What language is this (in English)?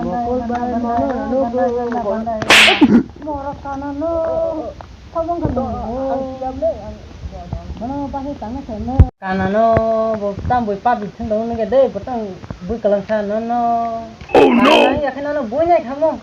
Kok Borok